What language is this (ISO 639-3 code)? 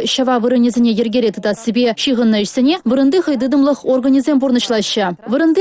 chv